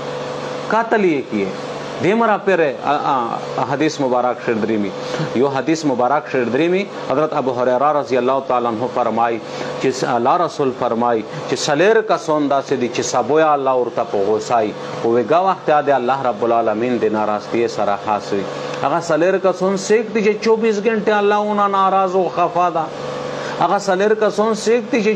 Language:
Pashto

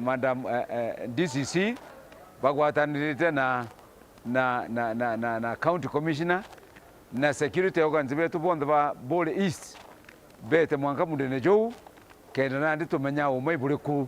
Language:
Meru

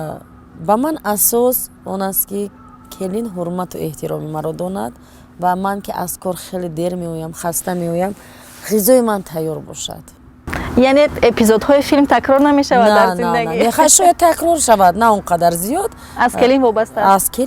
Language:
Tajik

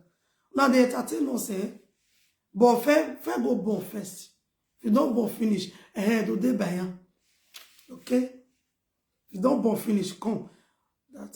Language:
Nigerian Pidgin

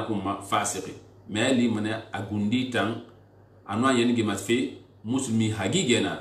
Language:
Susu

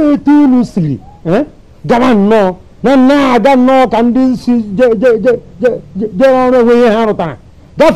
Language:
Igbo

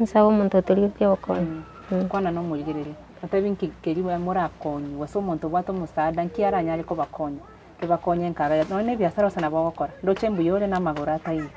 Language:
Gusii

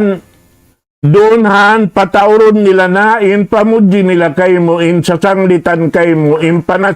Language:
Tausug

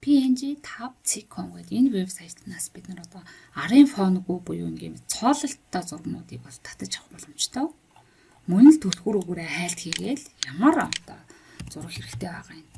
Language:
Mongolian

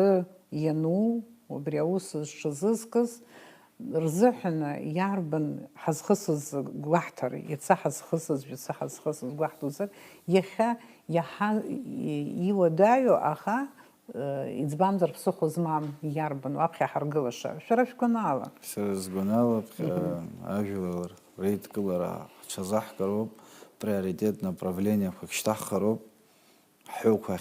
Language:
Abkhazian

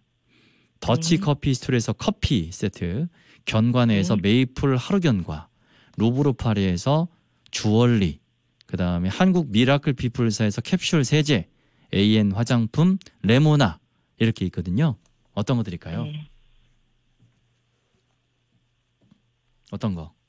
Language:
Korean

